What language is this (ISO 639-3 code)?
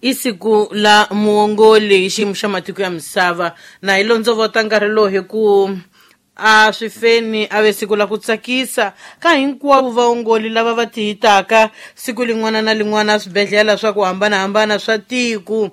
tso